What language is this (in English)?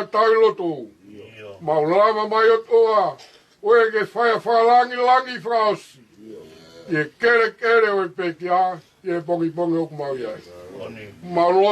Tongan